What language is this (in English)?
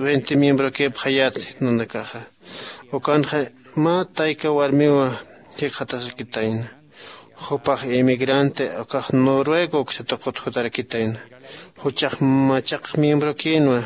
Aymara